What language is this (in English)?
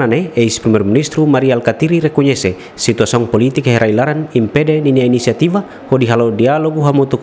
Tetum